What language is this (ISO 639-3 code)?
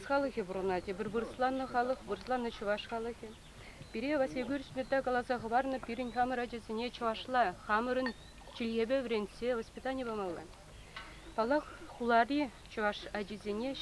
chv